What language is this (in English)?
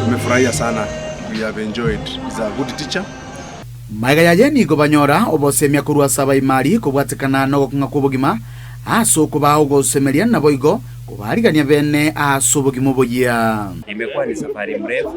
Gusii